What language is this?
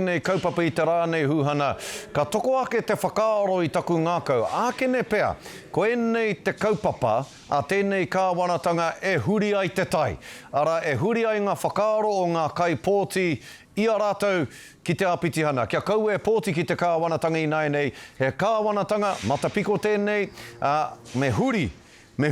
Māori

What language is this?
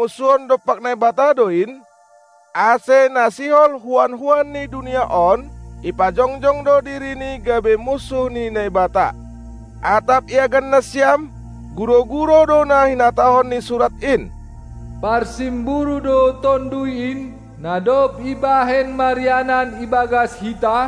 Batak Simalungun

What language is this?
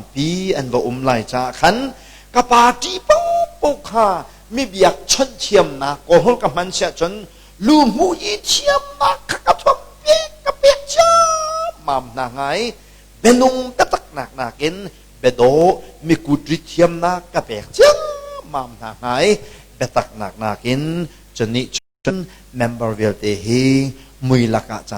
Hakha Chin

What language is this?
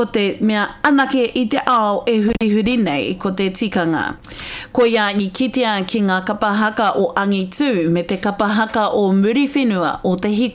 Māori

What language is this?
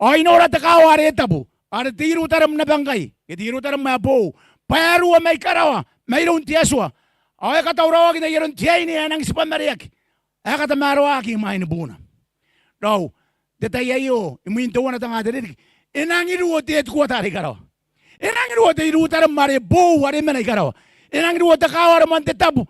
Gilbertese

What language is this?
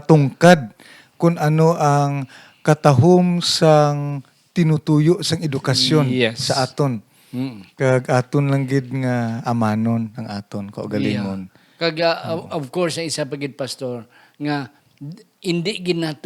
Hiligaynon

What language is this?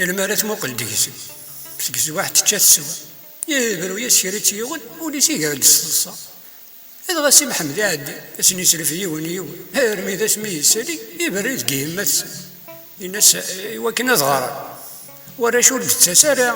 Kabyle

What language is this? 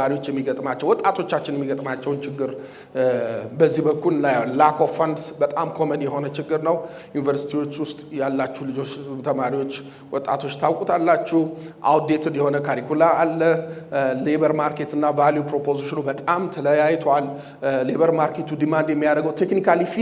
Amharic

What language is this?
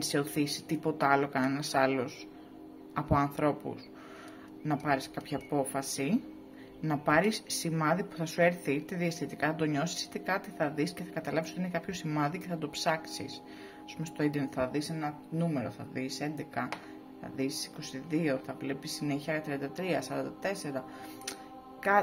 Greek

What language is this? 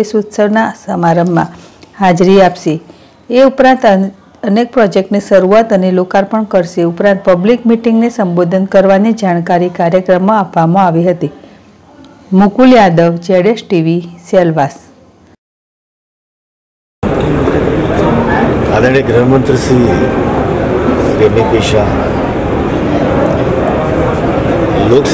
Gujarati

